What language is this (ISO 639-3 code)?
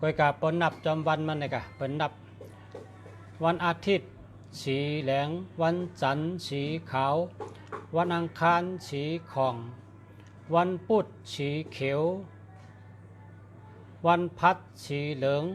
shn